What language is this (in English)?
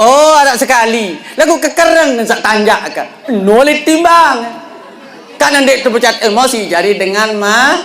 Sasak